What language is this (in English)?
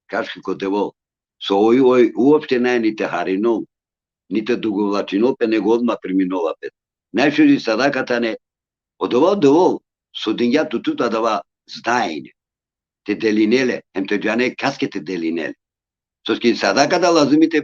Balkan Romani